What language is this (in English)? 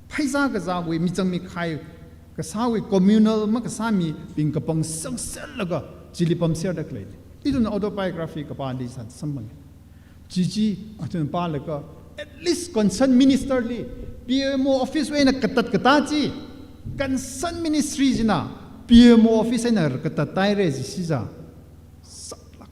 Tangkhul Naga (India)